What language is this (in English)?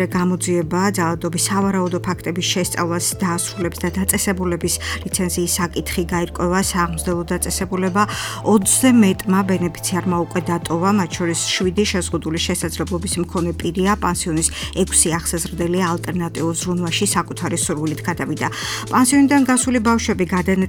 Georgian